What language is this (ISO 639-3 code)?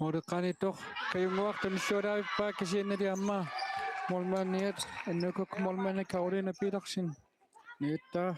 kal